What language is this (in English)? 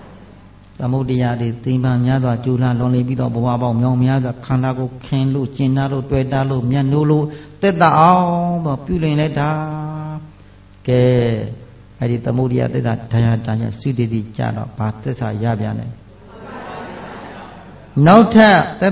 Burmese